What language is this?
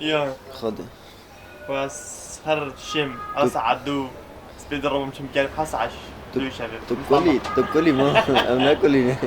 Kurdish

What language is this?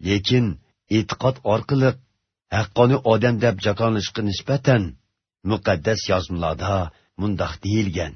Uzbek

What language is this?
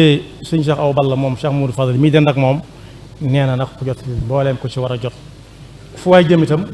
Wolof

